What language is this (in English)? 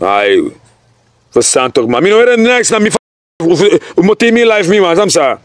Sranan Tongo